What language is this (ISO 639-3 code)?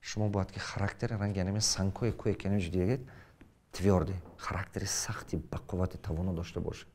tgk